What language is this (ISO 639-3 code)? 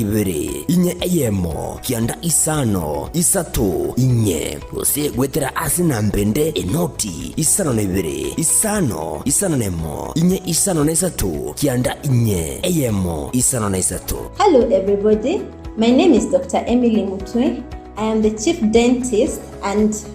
guz